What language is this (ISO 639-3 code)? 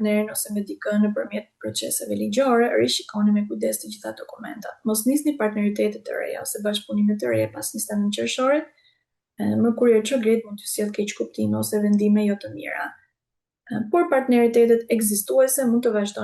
sqi